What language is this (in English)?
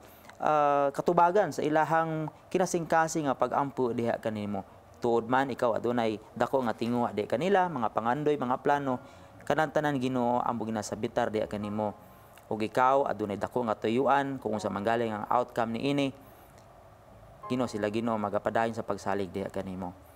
Cebuano